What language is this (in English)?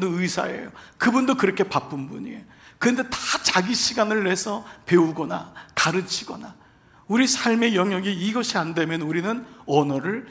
Korean